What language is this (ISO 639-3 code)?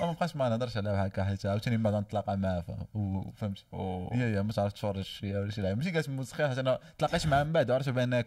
ary